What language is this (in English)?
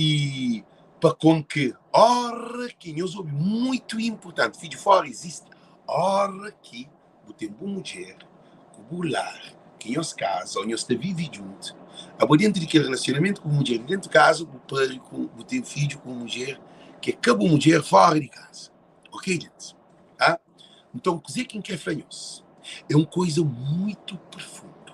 Kabuverdianu